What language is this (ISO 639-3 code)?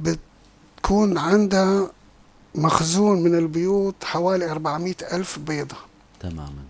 apc